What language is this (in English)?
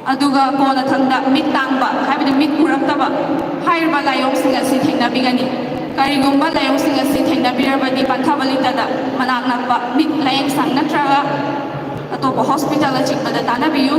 Manipuri